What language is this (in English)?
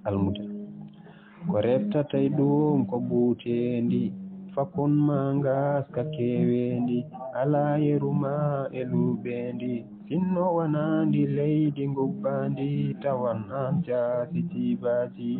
Fula